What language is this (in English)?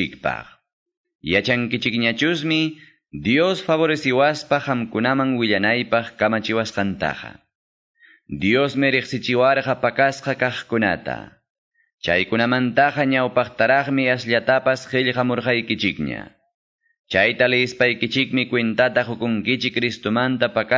Quechua